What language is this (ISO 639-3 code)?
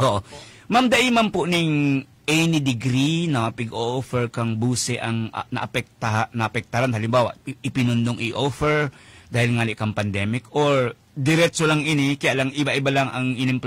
bik